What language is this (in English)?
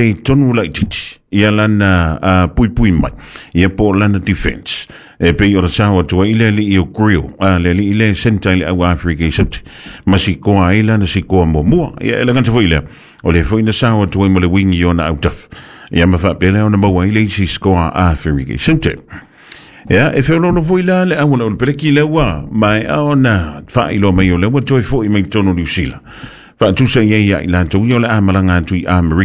Samoan